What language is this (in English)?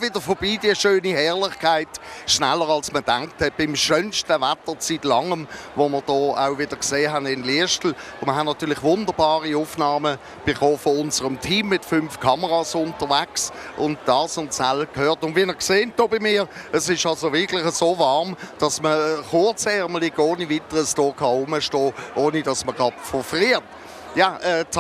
Swiss German